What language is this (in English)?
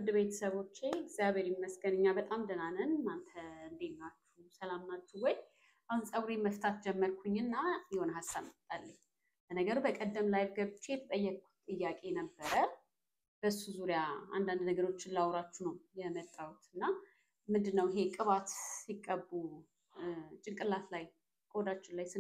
Amharic